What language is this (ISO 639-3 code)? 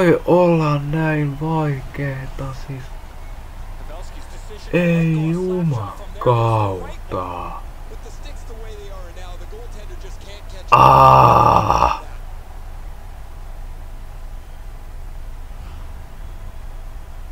fin